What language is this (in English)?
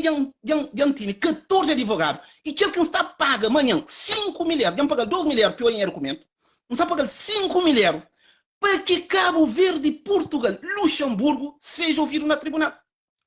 Kabuverdianu